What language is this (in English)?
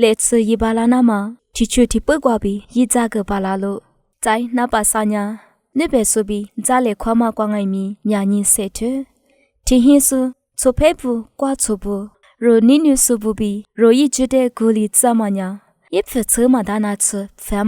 Lisu